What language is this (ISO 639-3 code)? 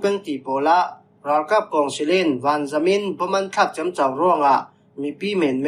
cfm